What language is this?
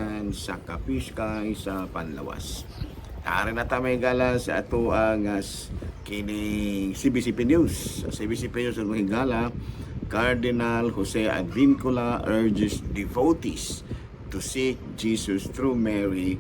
Cebuano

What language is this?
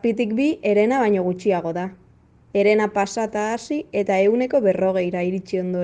Basque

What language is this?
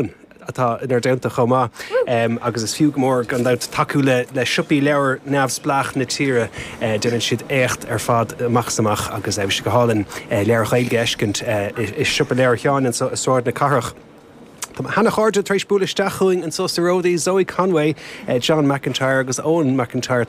Irish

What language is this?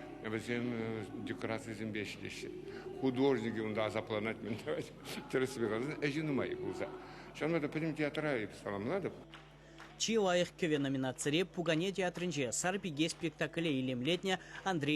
Chuvash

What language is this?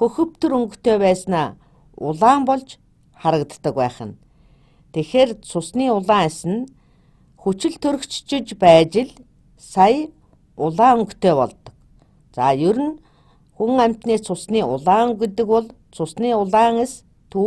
Mongolian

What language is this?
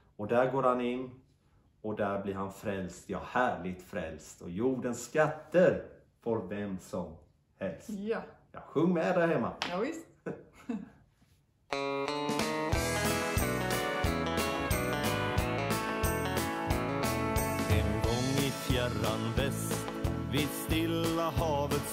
Swedish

